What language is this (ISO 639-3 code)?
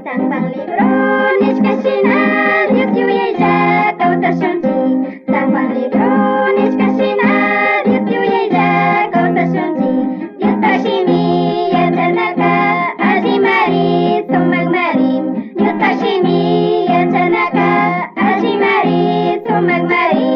qug